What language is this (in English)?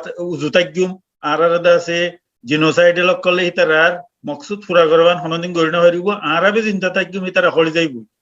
Rohingya